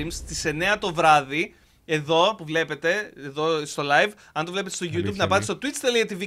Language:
Greek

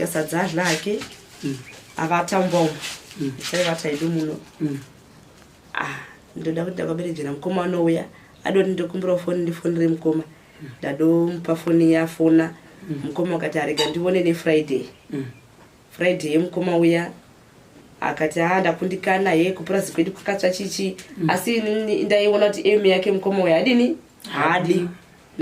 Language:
Shona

